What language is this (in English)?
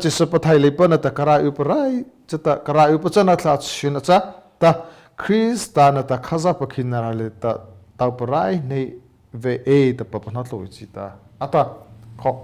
Mara Chin